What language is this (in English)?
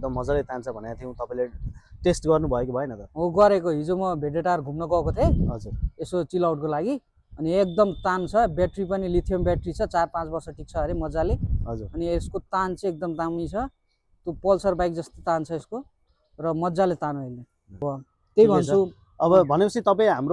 Nepali